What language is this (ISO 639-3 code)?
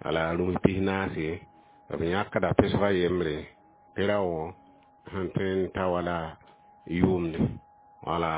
mos